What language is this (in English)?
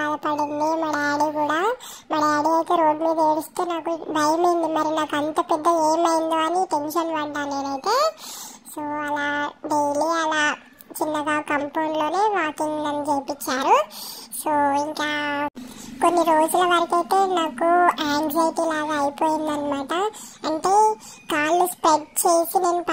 Telugu